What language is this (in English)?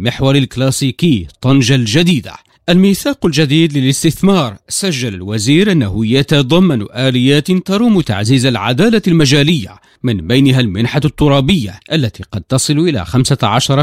Arabic